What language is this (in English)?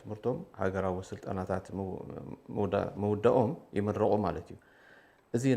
Tigrinya